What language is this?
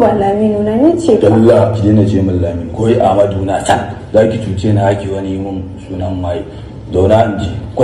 Hausa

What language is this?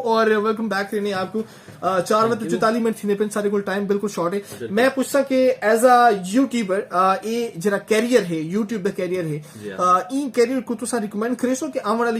Saraiki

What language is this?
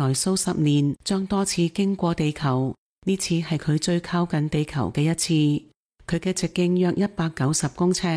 Cantonese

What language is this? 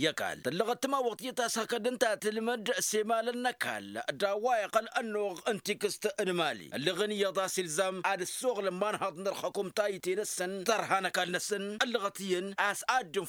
Tamasheq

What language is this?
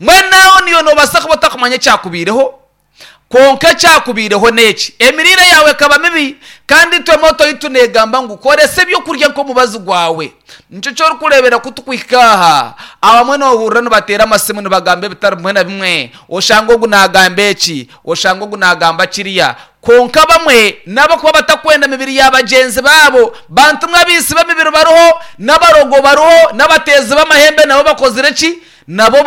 Nyankole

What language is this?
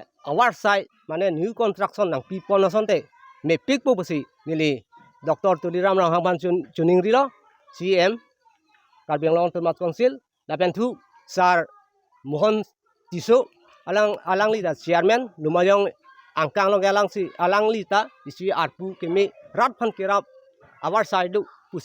Karbi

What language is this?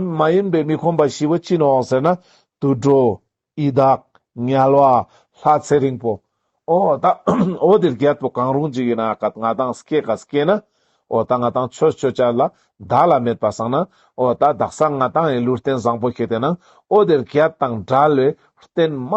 Ladakhi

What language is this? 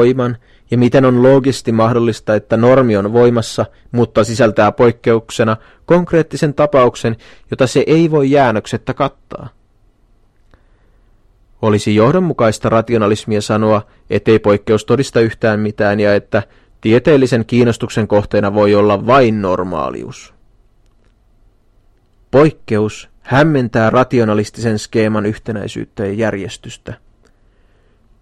Finnish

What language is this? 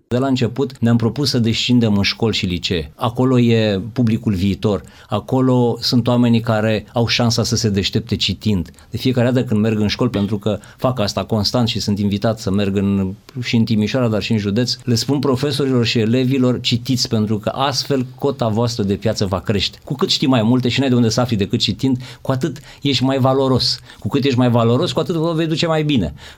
Romanian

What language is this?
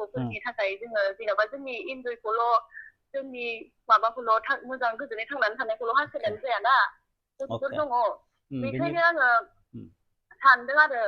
Bodo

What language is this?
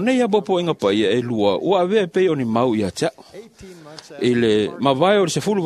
Samoan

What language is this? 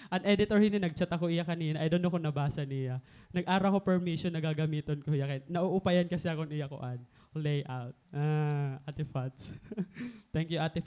Waray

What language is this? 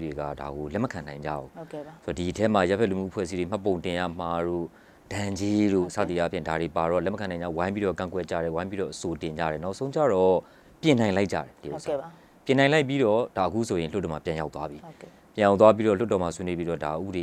Burmese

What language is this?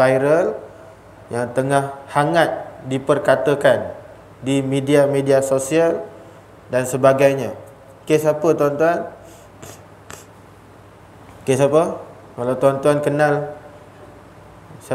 Malay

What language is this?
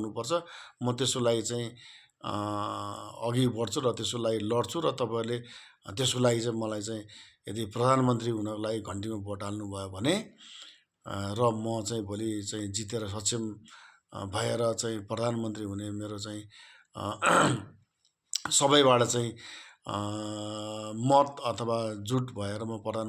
Nepali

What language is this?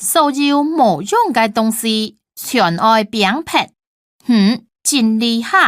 Hakka Chinese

